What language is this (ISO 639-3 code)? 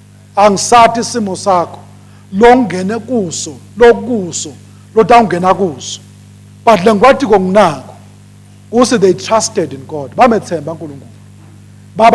ssw